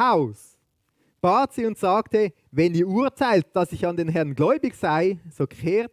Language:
Swiss German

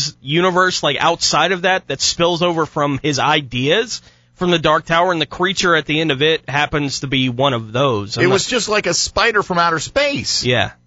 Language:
English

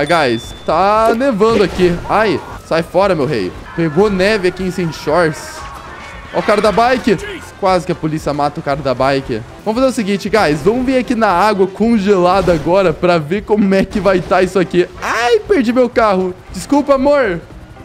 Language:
Portuguese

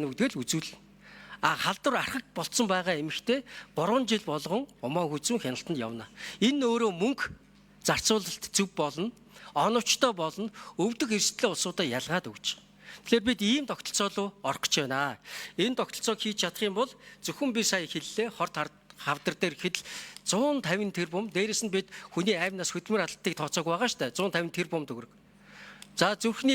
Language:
Mongolian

